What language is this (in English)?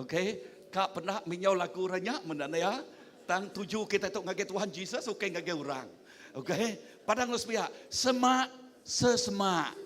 Iban